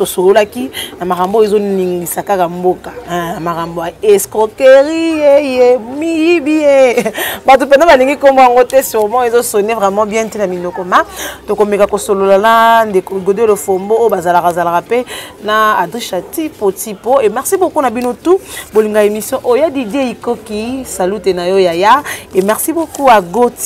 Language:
Lingala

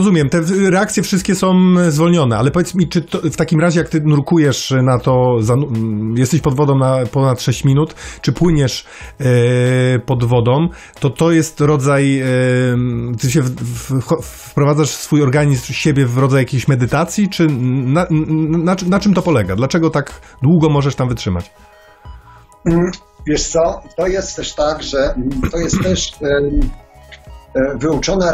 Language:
Polish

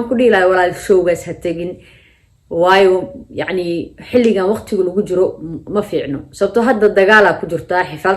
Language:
Somali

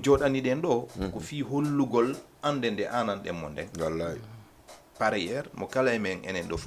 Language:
Fula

